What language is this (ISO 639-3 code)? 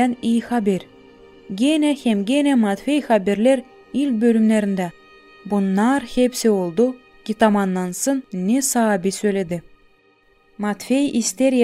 gag